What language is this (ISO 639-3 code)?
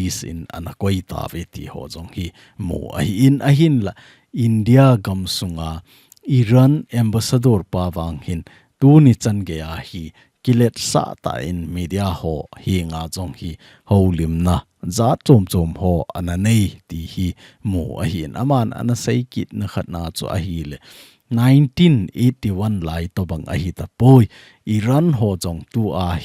tcz